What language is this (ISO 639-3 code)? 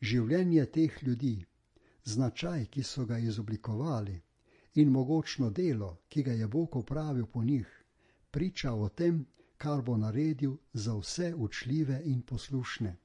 slv